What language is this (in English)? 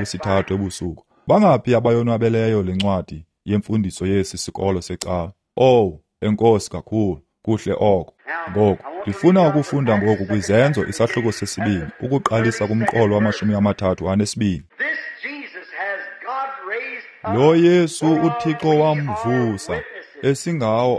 Xhosa